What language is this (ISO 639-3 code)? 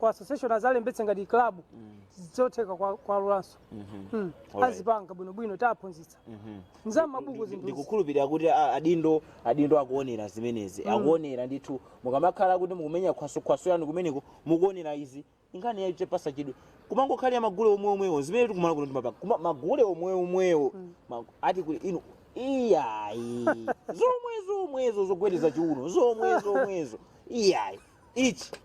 nya